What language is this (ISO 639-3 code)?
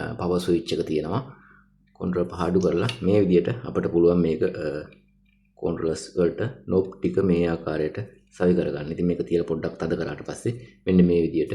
sin